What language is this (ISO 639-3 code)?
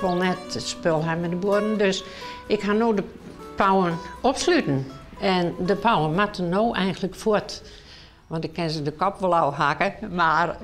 fry